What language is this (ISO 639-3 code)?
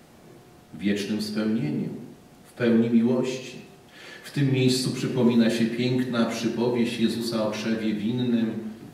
pol